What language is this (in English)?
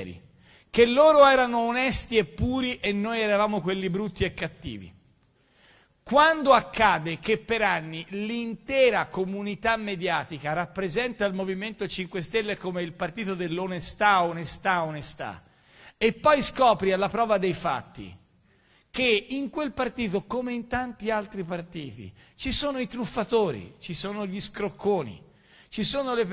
Italian